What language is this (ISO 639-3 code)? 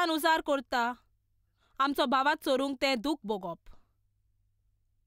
kok